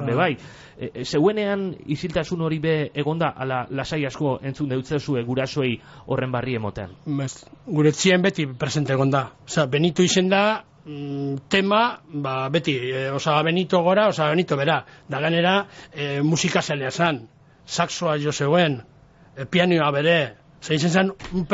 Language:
Basque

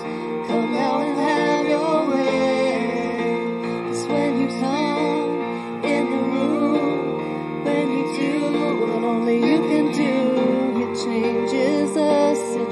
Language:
English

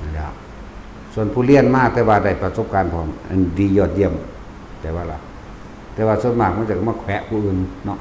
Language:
Northeastern Thai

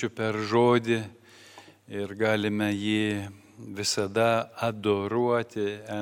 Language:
Lithuanian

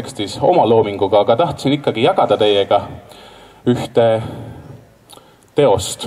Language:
Estonian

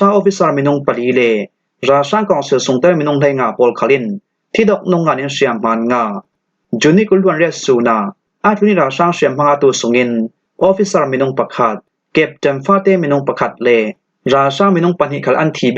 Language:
Falam Chin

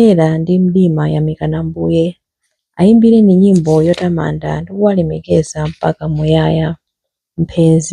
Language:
Nyanja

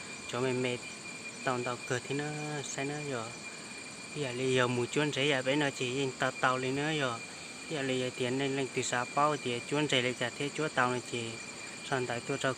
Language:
Hmong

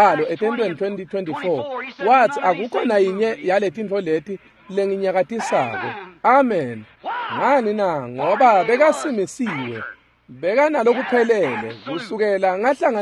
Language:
Swati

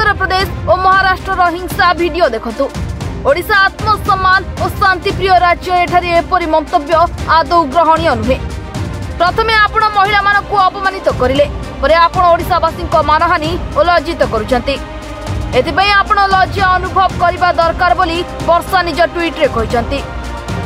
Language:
Odia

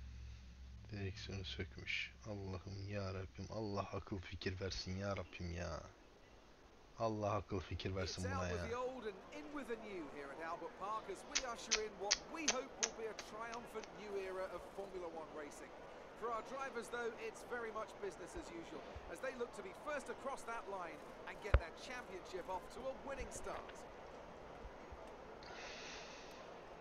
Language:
Turkish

